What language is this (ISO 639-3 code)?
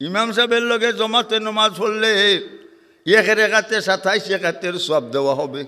syl